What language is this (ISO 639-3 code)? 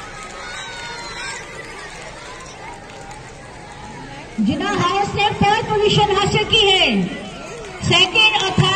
hin